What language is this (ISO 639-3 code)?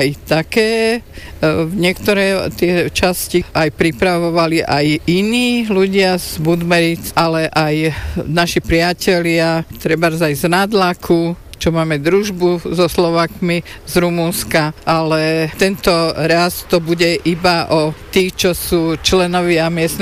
slk